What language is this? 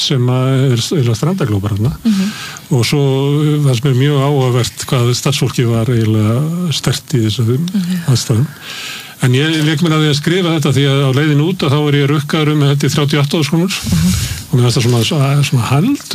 Icelandic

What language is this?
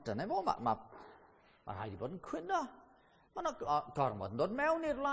Welsh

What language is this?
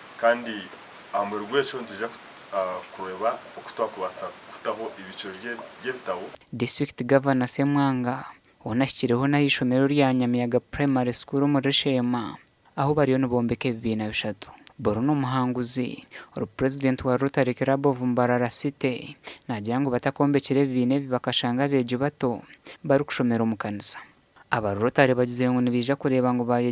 Nyankole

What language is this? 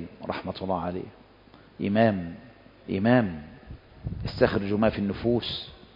Arabic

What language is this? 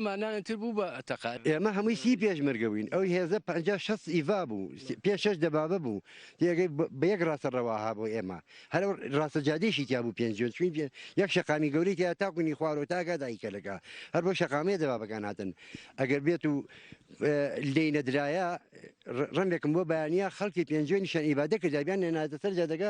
Central Kurdish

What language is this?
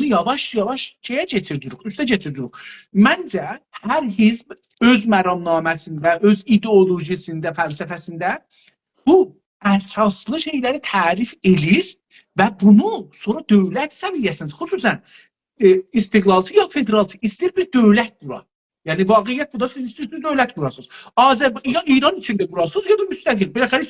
South Azerbaijani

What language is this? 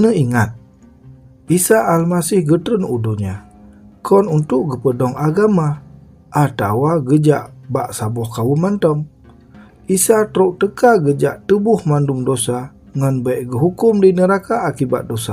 Achinese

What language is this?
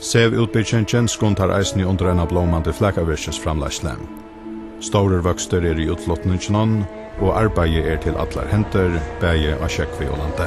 Faroese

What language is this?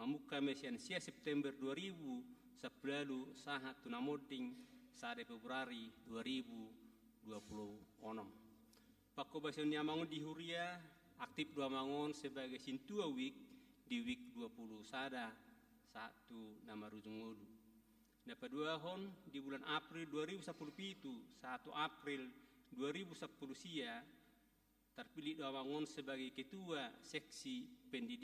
Batak Toba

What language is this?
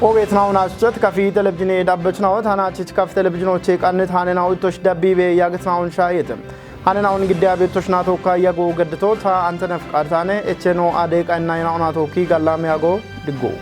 Kafa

